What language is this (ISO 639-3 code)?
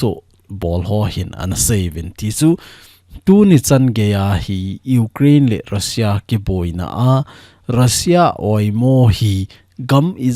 tcz